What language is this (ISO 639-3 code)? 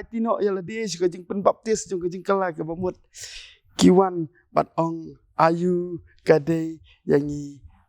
kha